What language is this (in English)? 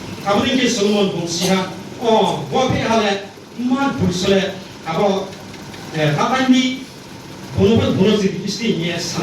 Riang (India)